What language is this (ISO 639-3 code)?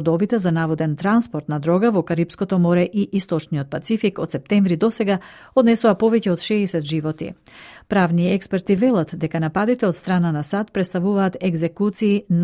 mkd